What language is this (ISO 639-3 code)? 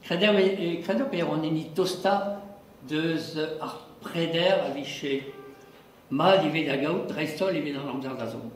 bre